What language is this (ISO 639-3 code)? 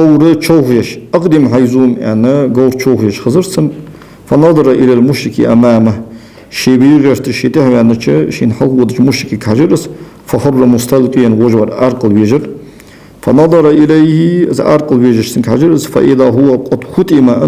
inh